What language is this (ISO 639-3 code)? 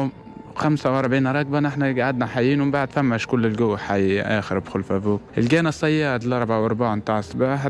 aeb